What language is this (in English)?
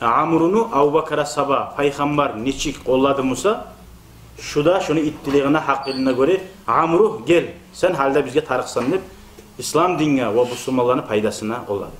Kumyk